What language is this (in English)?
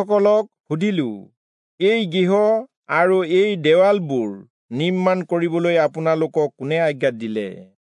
Assamese